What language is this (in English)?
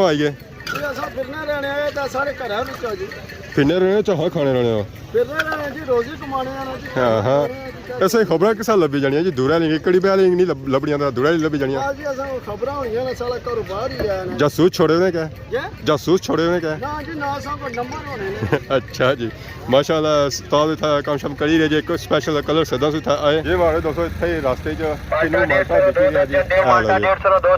Pahari-Potwari